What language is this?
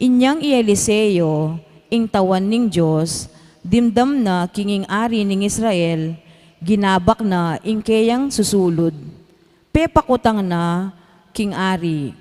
Pampanga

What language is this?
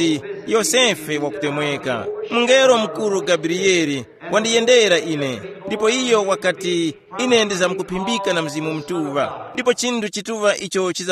Tumbuka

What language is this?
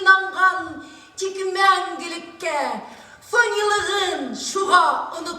Bashkir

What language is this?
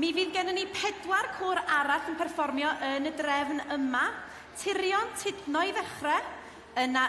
Welsh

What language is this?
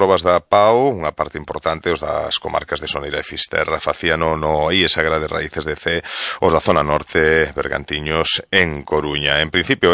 Galician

